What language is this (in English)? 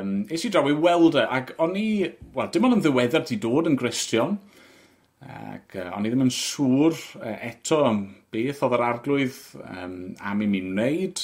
Welsh